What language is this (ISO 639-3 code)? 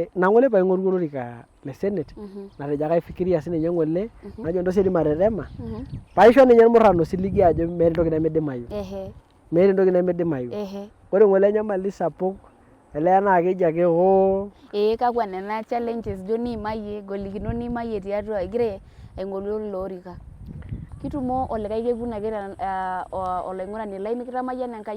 mas